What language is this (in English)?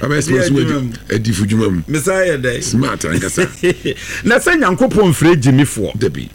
Akan